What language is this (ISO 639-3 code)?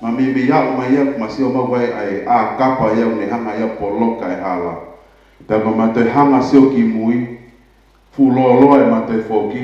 ton